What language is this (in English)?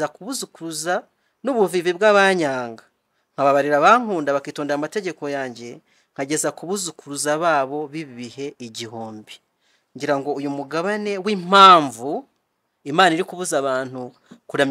Kinyarwanda